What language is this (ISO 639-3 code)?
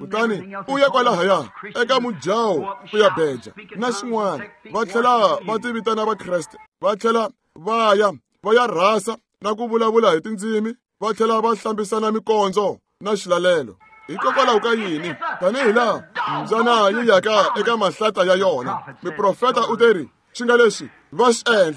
tso